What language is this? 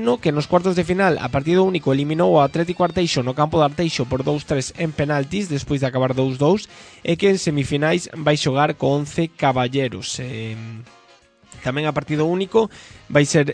Galician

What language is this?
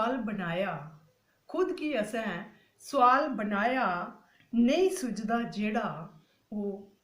Dogri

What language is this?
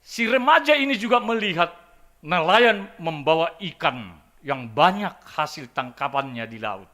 Batak Simalungun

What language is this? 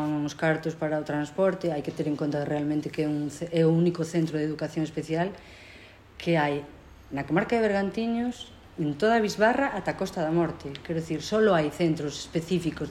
Galician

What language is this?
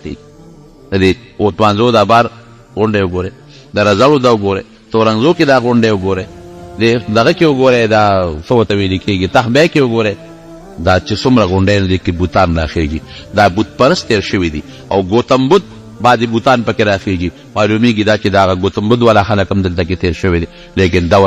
Pashto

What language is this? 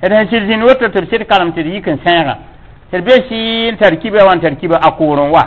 Mossi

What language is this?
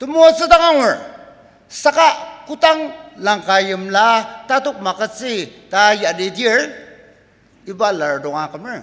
Ao Naga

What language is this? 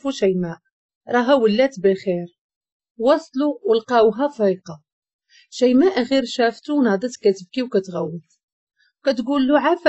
Moroccan Arabic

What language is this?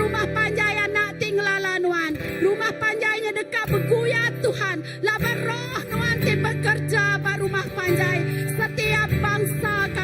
Iban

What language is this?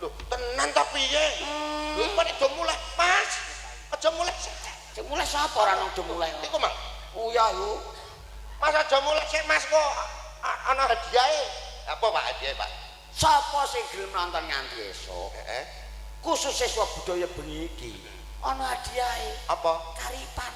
Javanese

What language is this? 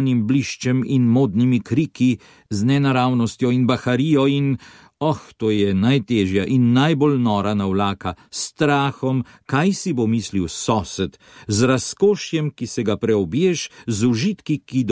Slovenian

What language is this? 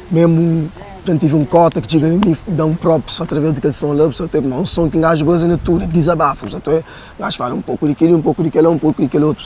Kabuverdianu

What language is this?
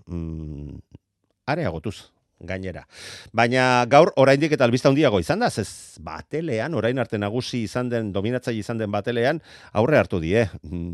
Basque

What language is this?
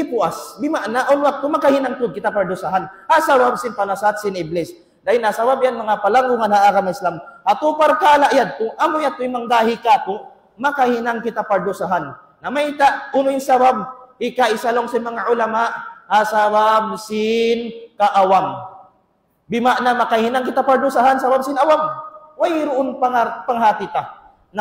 Tausug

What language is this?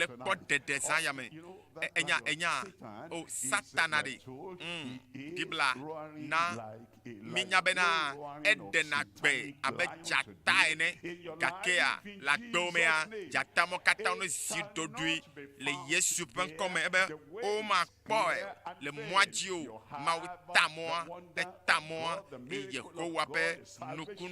Ewe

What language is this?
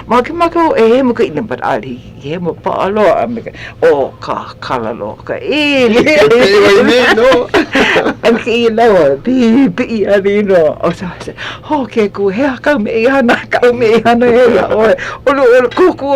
Hawaiian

